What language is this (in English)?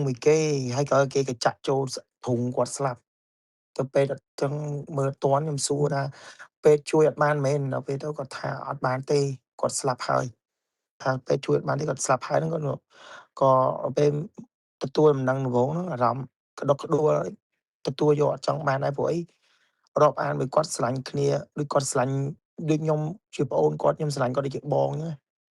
Khmer